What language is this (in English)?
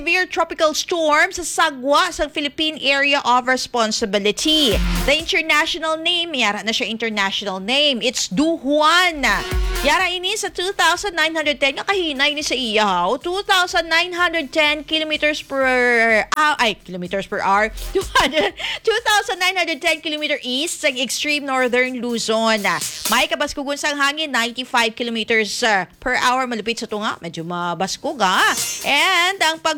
Hiligaynon